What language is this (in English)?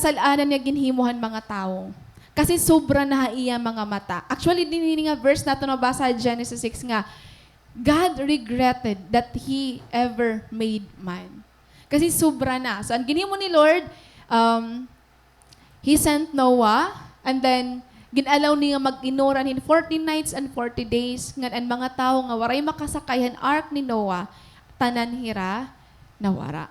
Waray